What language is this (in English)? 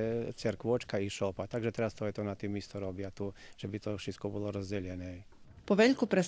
Rusyn